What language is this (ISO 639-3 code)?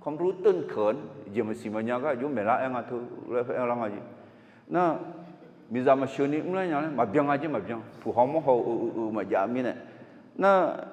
ahk